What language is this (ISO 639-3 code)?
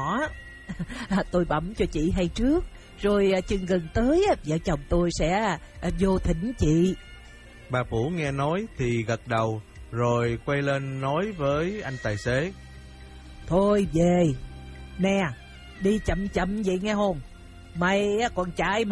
vie